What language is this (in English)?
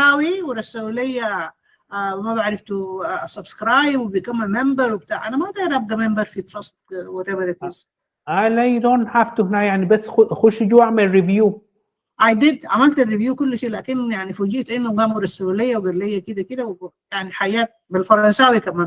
Sudanese Arabic